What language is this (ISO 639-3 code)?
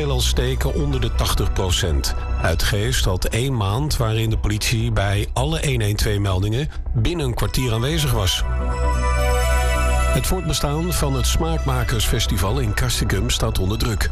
nld